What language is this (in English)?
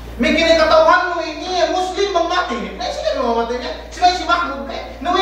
Yakan